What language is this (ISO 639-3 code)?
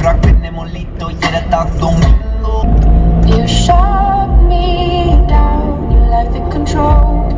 gsw